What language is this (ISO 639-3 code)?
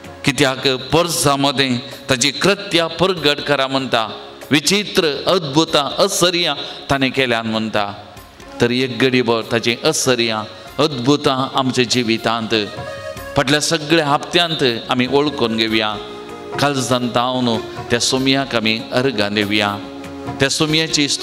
kok